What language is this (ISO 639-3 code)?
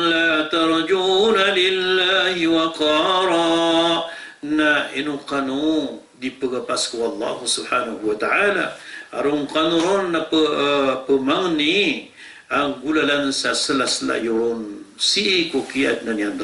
mrw